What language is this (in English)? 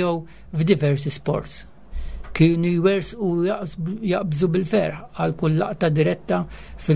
Maltese